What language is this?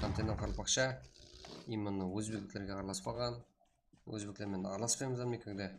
Kara-Kalpak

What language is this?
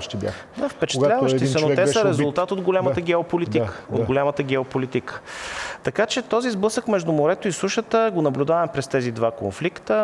Bulgarian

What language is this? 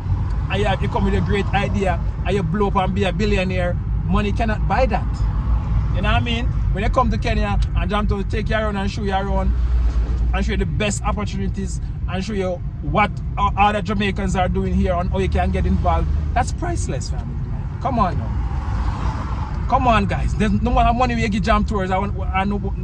Jamaican Creole English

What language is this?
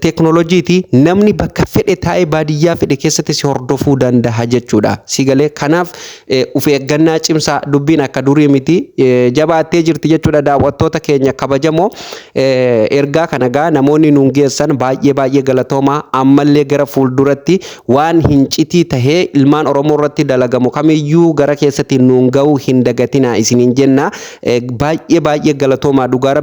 Oromo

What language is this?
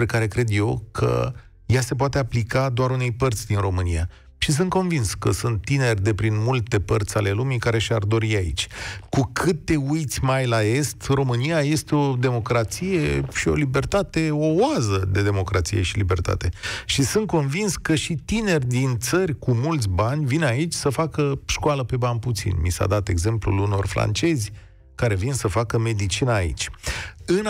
Romanian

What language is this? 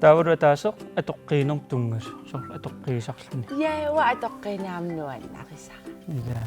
Kalaallisut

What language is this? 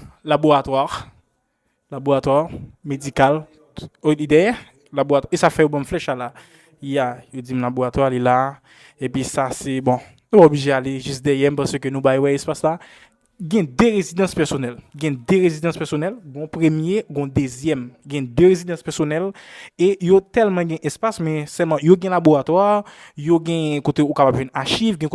Haitian Creole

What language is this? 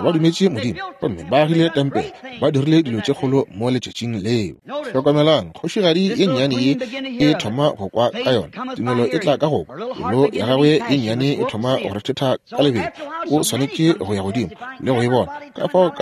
Northern Sotho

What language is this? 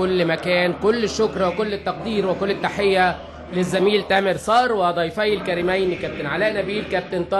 Egyptian Arabic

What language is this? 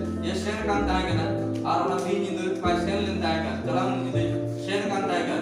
Santali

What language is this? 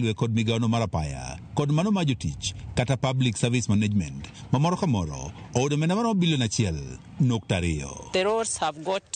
Luo (Kenya and Tanzania)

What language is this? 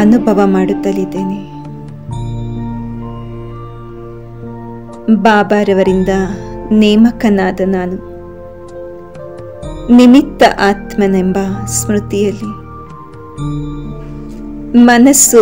Kannada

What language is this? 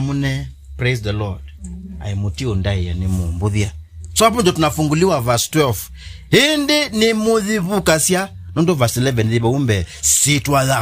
Kamba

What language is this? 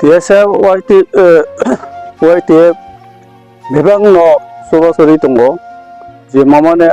Kok Borok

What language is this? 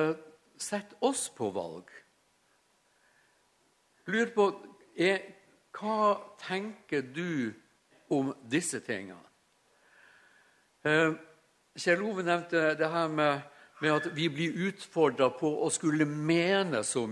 Norwegian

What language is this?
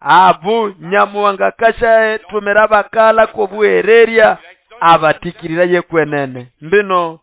Nande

